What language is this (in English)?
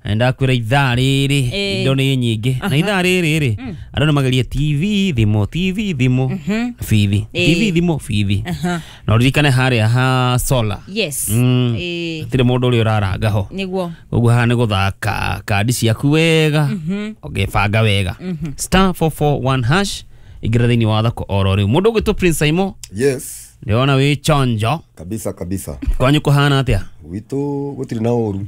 Kikuyu